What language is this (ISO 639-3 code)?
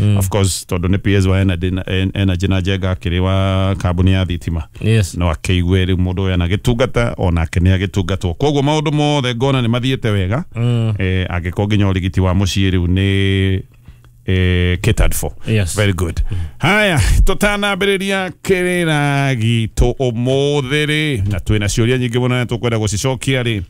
kik